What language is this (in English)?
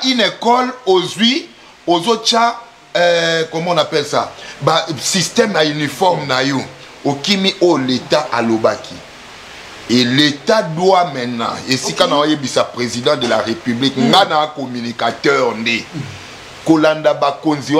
Lingala